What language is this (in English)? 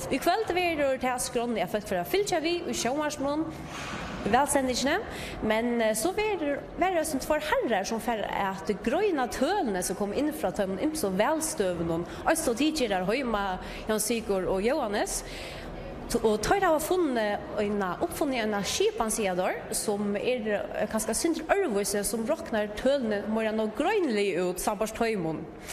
Faroese